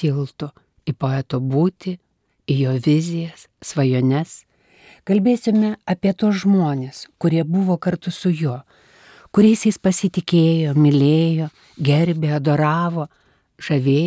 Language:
Lithuanian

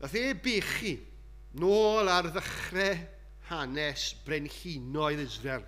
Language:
Welsh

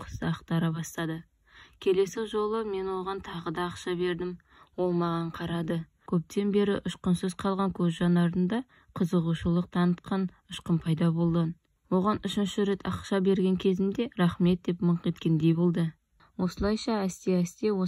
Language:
Kazakh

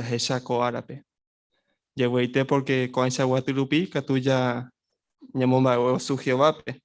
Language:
Guarani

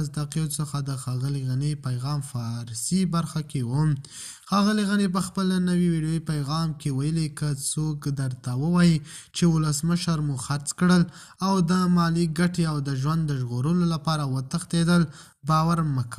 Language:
Pashto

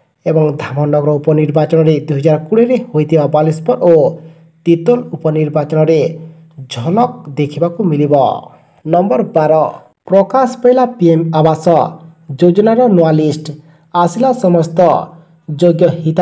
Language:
Odia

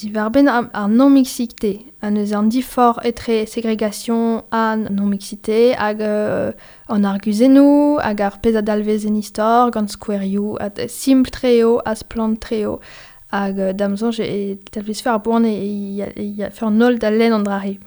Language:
Breton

